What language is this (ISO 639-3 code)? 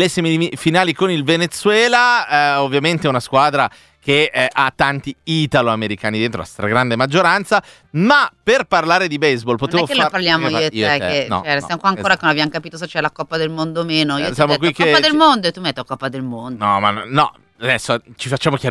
ita